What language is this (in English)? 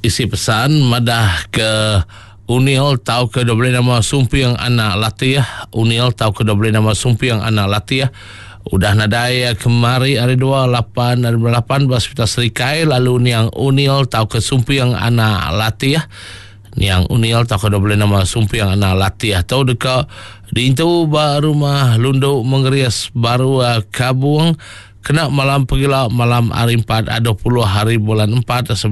Iban